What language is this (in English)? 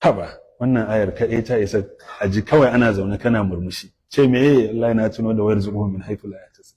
Hausa